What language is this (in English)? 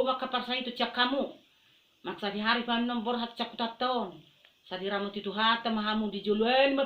Batak Toba